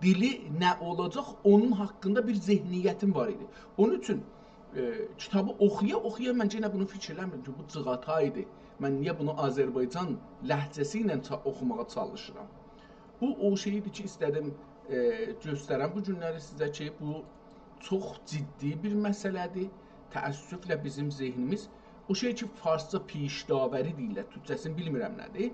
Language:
South Azerbaijani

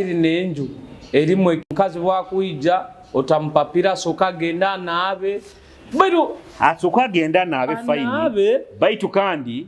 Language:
Nyoro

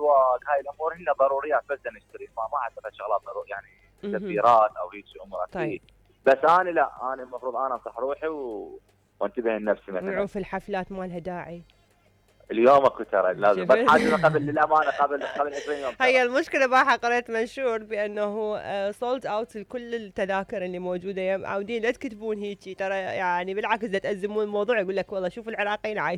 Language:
Mesopotamian Arabic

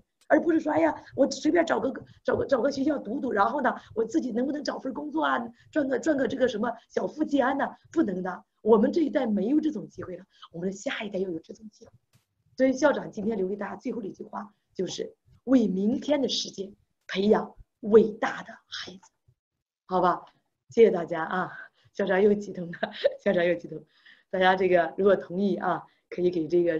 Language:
Chinese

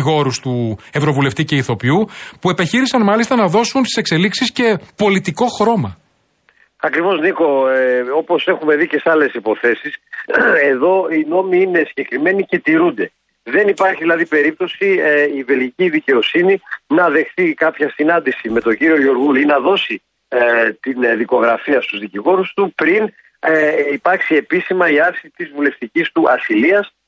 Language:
Greek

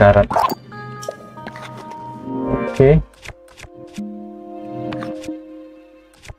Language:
Indonesian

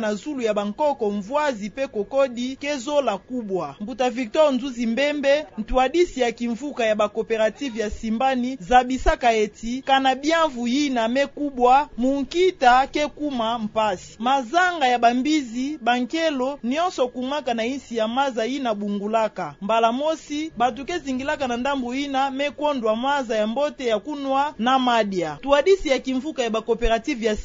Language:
Kituba (Democratic Republic of Congo)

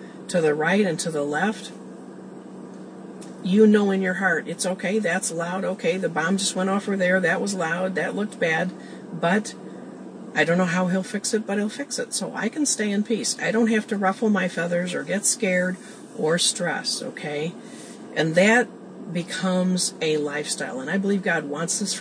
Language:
English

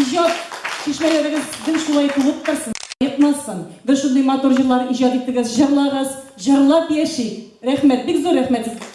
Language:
Tatar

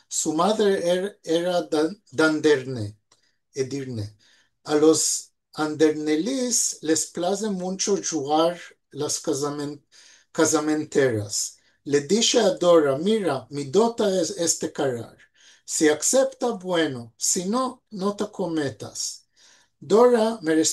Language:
Ladino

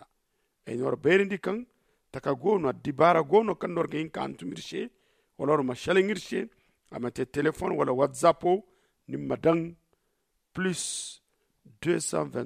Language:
Zarma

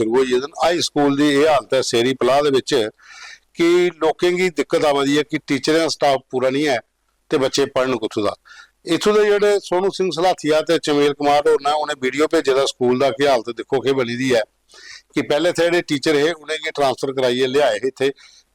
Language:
Dogri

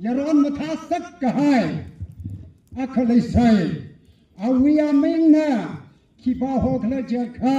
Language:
Tangkhul Naga (India)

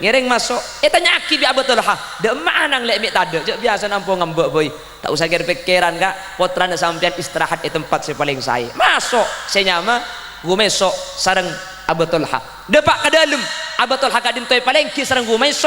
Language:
Madurese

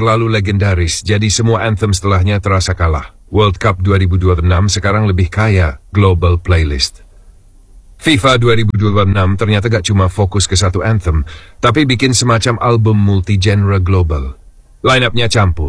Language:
Indonesian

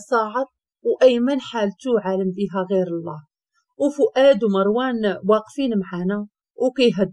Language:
Moroccan Arabic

